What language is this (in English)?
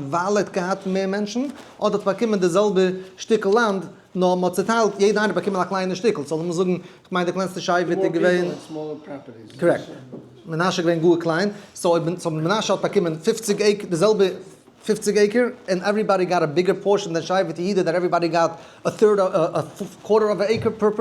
Yiddish